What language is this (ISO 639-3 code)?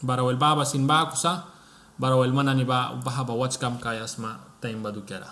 miq